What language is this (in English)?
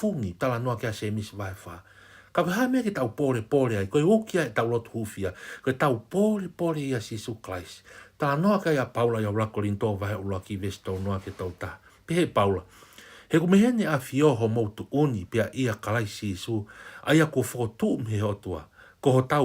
Tongan